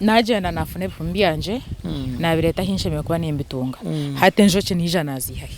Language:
Nyankole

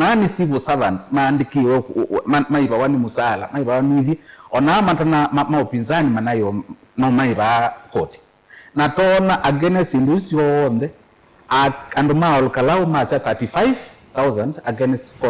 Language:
Kamba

